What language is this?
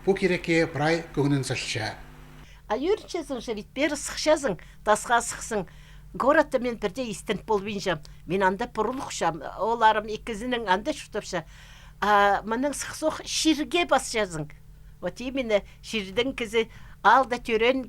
Khakas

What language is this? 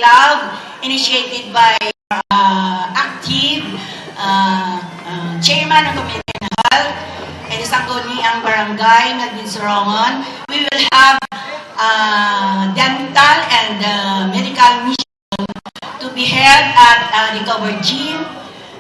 Hiligaynon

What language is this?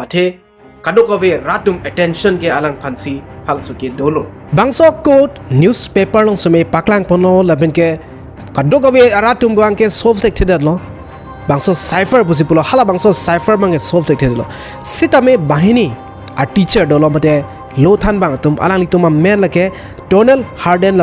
Karbi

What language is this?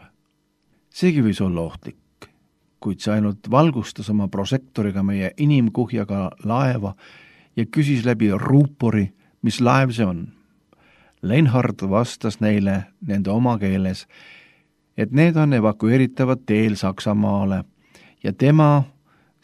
Estonian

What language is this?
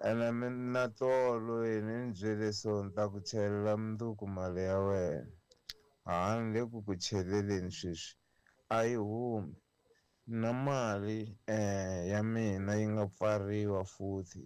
Tsonga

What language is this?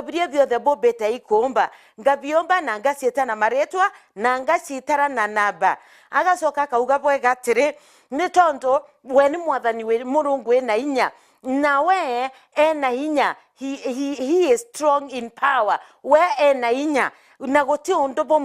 Meru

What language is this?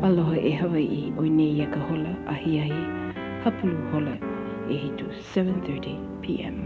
Hawaiian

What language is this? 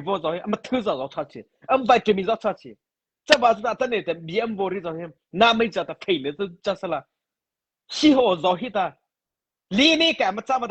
Mara Chin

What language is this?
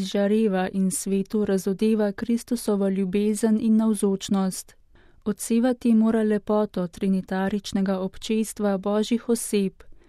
Slovenian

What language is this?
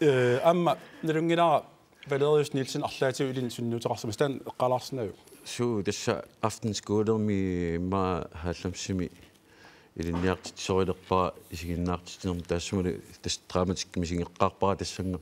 Kalaallisut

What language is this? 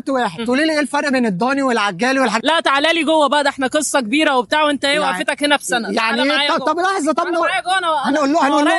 Egyptian Arabic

